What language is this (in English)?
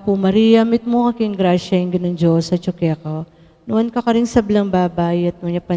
Pampanga